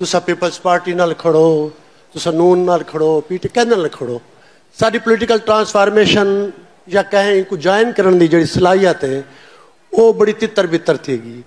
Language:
Saraiki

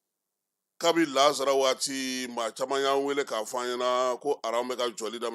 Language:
Bambara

